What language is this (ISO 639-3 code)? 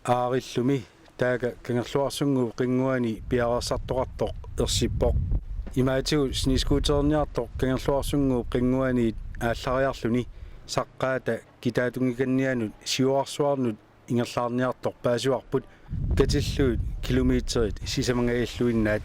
kal